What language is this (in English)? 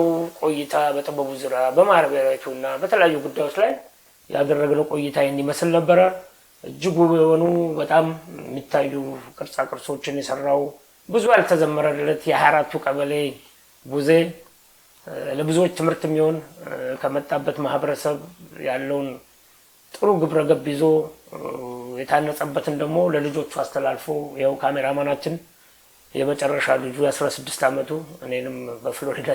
Amharic